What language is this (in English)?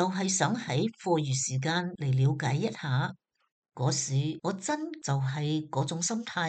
Cantonese